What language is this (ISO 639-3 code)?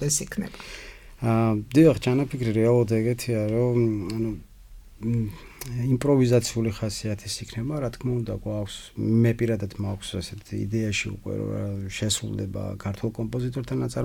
kat